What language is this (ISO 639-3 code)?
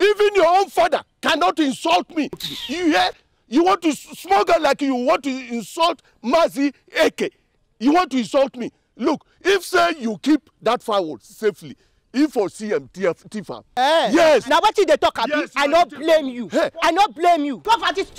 pcm